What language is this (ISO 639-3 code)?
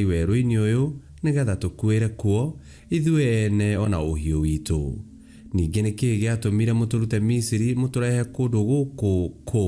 kik